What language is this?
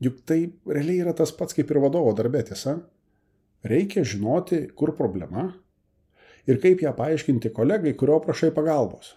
Lithuanian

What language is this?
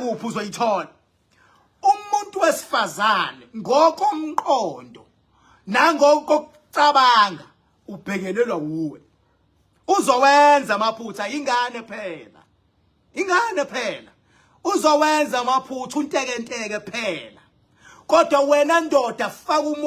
Zulu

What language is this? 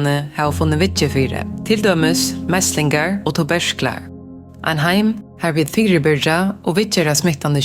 Faroese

